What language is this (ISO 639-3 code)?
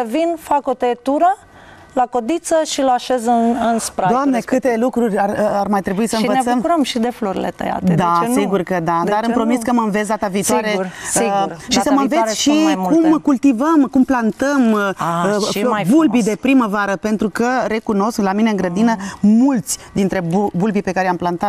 ron